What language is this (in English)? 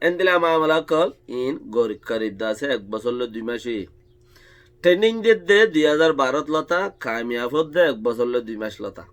Rohingya